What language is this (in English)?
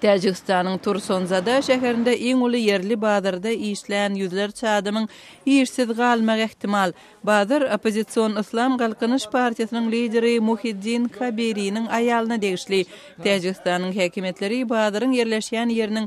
Turkmen